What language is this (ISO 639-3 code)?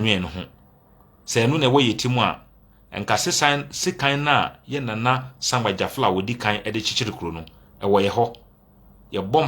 aka